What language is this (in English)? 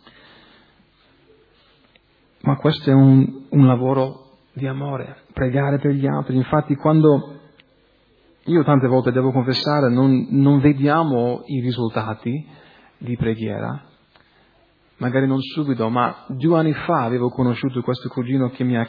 Italian